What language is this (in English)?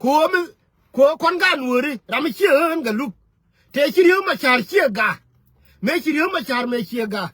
Nuer